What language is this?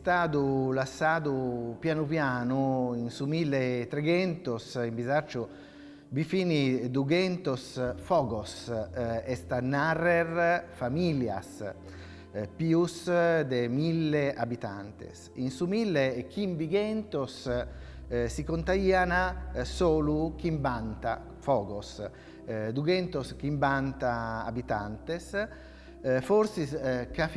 Sardinian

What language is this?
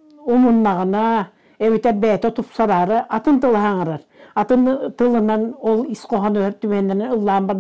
Yakut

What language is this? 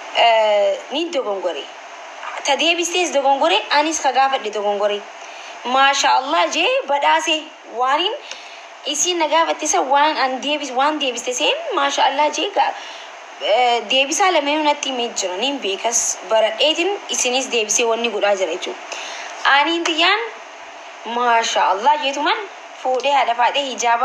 Oromo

